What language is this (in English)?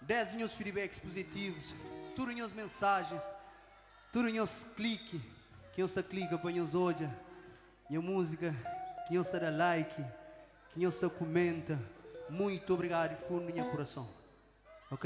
Kabuverdianu